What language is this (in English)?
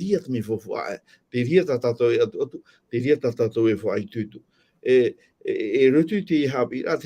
Tahitian